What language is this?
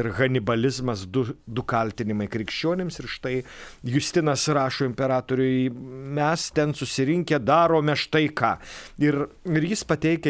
Lithuanian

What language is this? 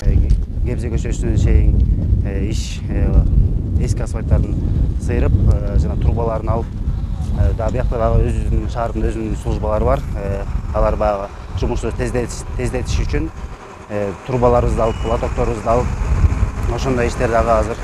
Kyrgyz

